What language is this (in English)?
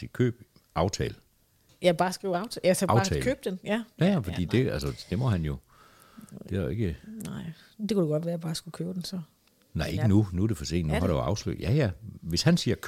Danish